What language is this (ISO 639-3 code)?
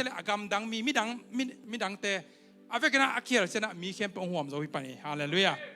ctd